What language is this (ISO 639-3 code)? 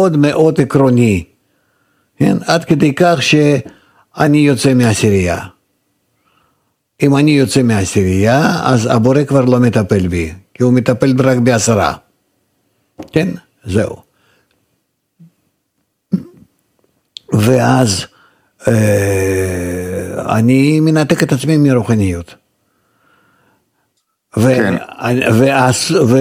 heb